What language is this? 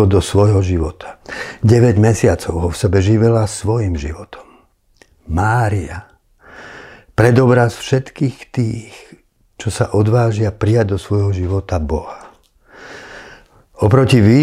Slovak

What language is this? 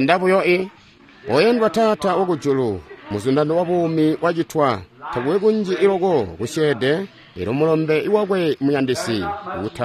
Tonga (Zambia)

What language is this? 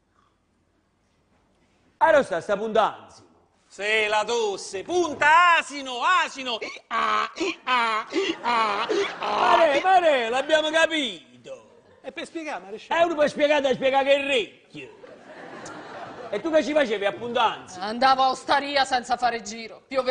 Italian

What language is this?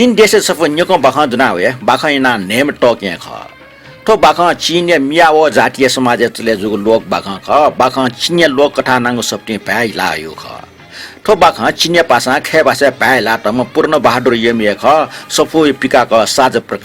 Newari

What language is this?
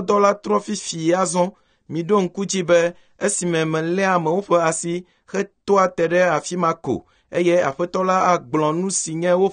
Ewe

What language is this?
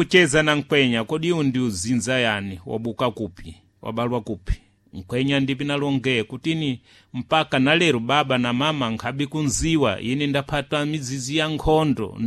Sena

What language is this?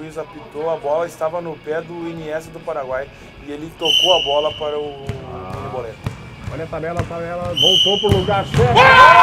Portuguese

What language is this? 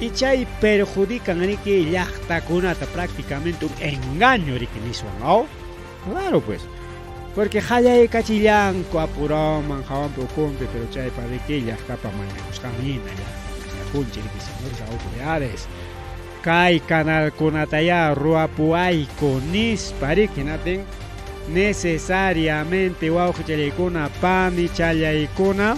Ayacucho Quechua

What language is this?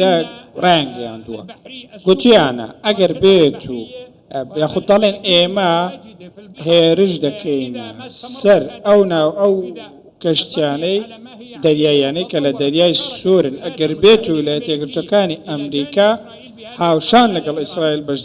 Central Kurdish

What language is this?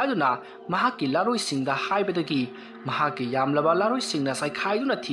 Manipuri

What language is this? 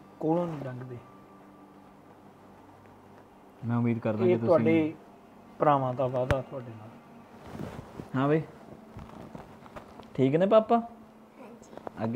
Punjabi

